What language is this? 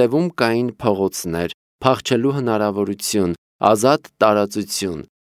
Armenian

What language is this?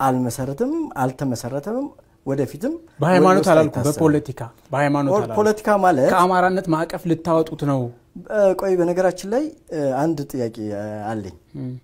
Amharic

